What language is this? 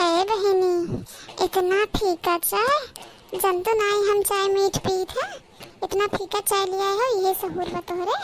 Awadhi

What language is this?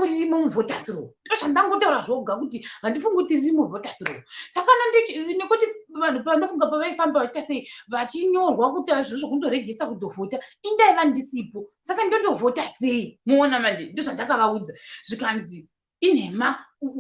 Shona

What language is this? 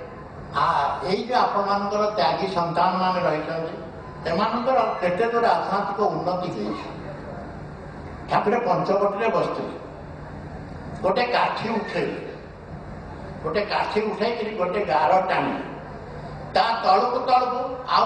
Odia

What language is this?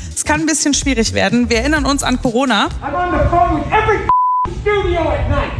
German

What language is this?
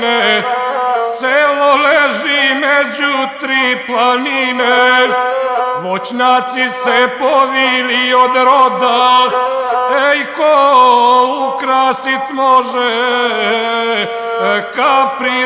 Serbian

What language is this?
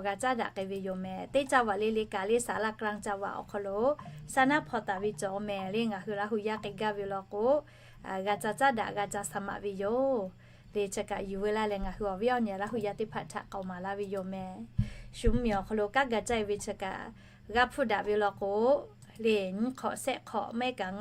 Lahu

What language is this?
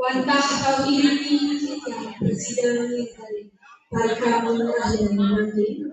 Balinese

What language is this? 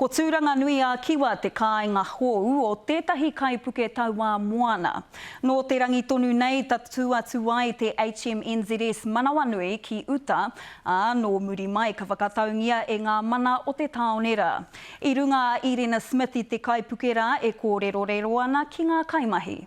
Māori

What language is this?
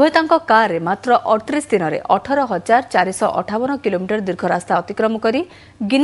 Odia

